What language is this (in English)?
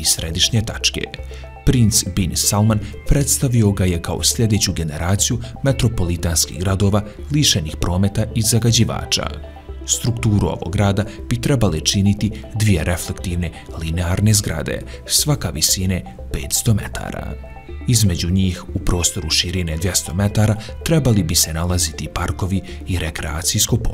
Bosnian